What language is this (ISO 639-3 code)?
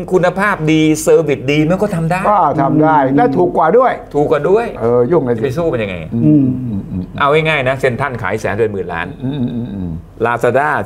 tha